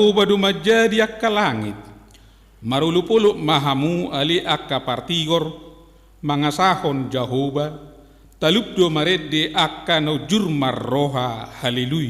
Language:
Batak Toba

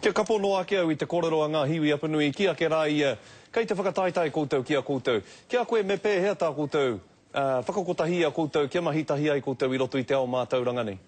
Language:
Māori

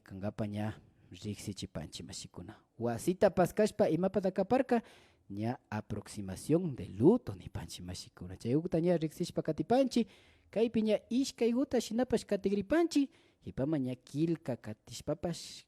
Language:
Imbabura Highland Quichua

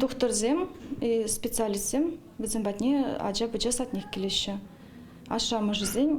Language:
Chuvash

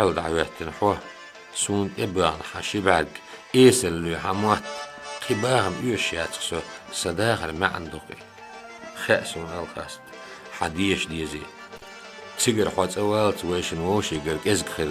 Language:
Chechen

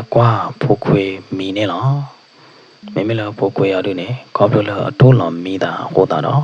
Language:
S'gaw Karen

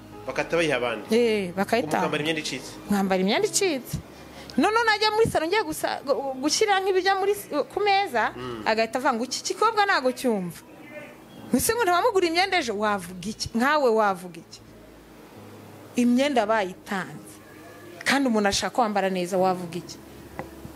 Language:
Kinyarwanda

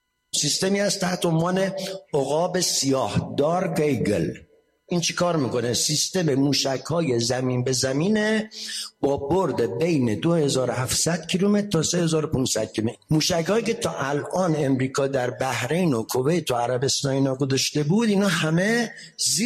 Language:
Persian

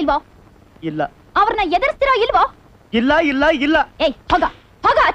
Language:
Kannada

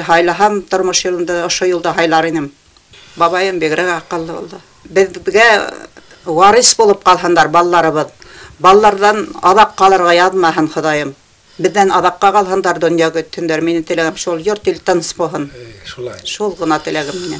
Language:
Bashkir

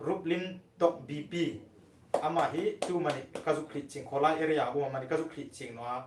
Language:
Hmar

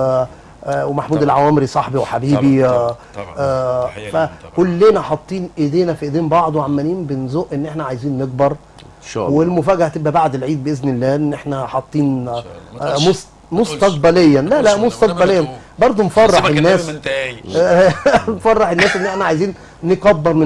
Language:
Egyptian Arabic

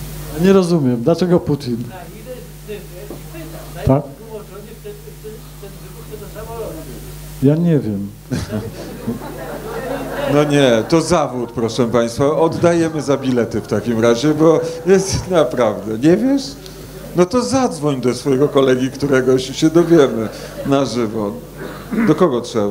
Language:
Polish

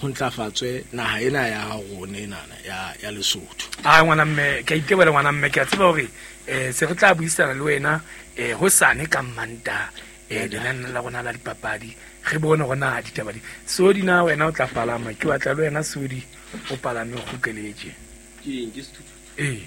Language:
Southern Sotho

